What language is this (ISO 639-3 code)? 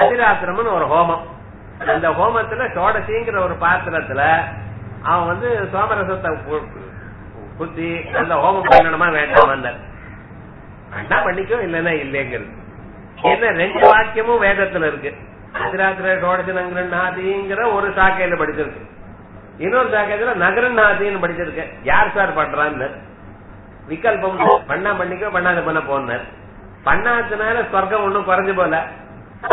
tam